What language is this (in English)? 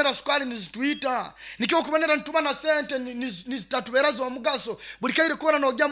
Nyoro